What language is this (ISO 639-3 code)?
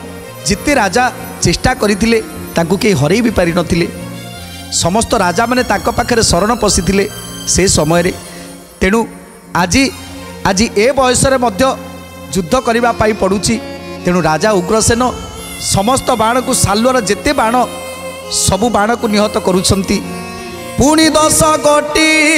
ori